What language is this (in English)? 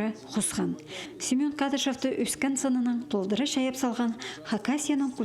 Khakas